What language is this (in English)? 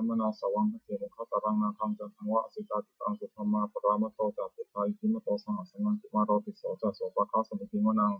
Pali